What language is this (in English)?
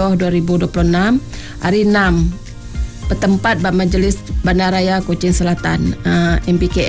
Malay